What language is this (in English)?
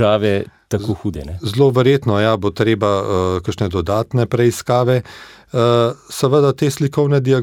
Slovenian